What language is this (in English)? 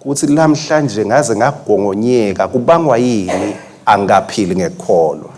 Swati